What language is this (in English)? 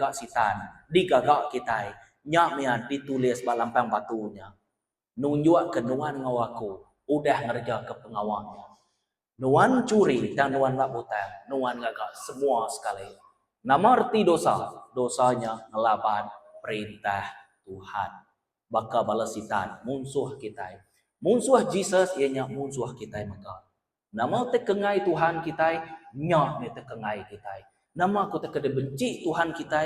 Iban